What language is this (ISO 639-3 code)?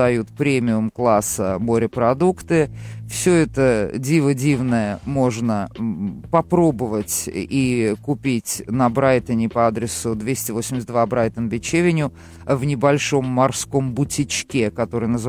rus